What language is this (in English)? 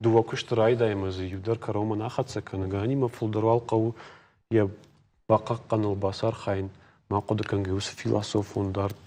Ossetic